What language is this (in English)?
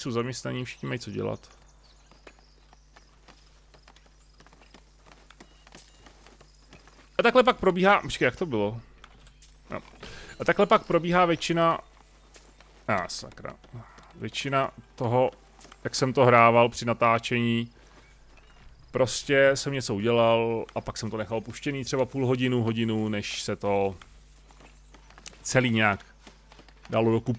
Czech